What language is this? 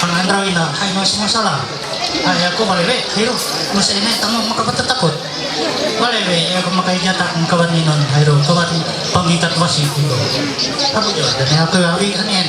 Ma'anyan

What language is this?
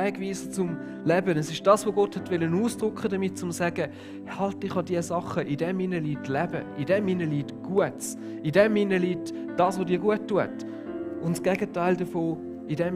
Swiss German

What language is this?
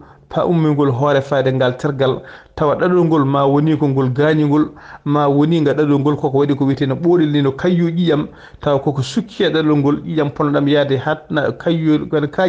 Fula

